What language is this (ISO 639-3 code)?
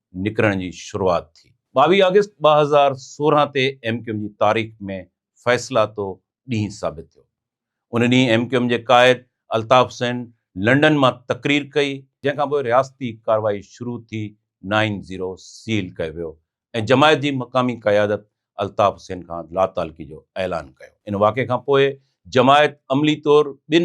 snd